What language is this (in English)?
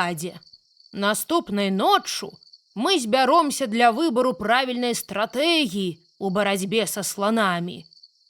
Belarusian